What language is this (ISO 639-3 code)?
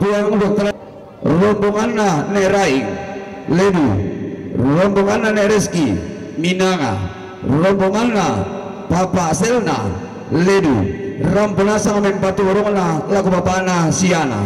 sda